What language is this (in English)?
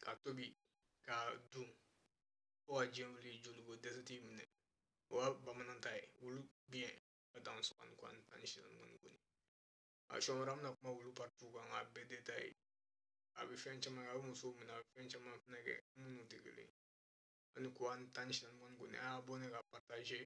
Bambara